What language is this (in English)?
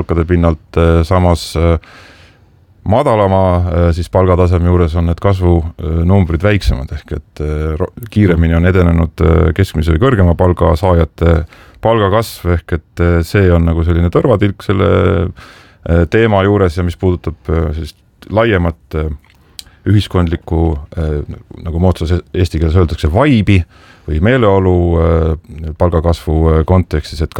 Estonian